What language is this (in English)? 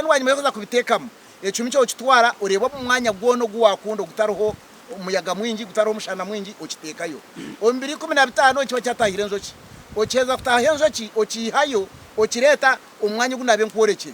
Nyankole